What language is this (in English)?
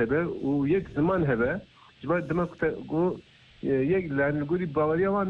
Kurdish